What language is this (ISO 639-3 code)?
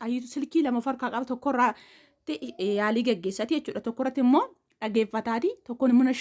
orm